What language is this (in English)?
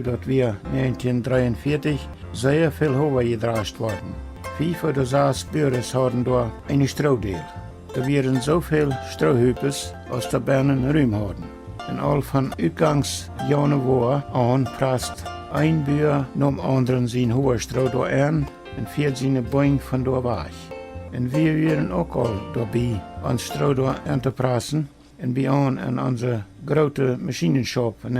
Plautdietsch